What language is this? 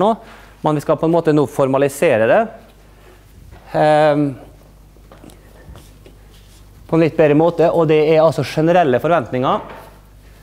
Norwegian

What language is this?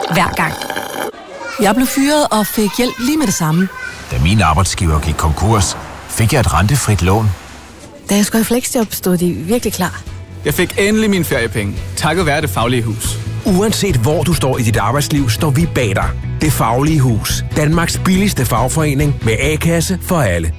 Danish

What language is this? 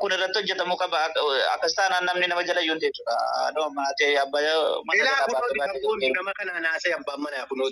Oromo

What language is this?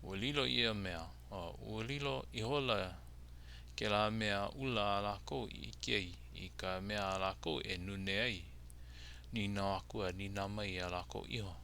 Hawaiian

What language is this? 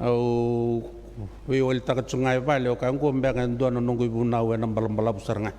Fijian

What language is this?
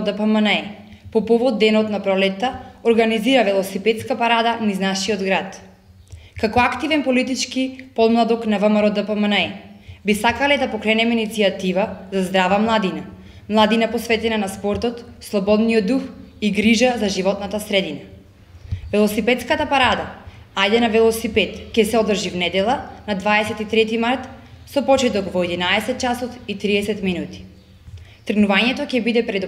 Macedonian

